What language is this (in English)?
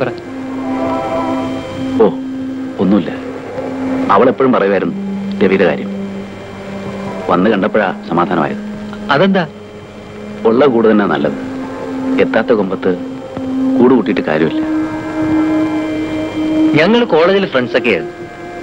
Malayalam